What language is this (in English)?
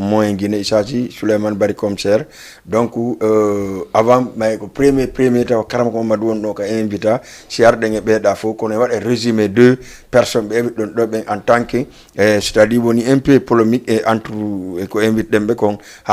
Fula